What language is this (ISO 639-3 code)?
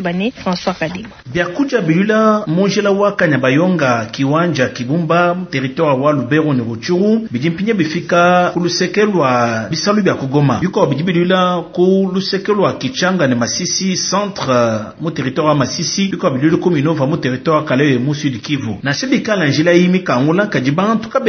lua